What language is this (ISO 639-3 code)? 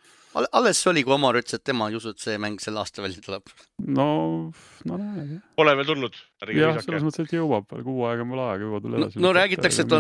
est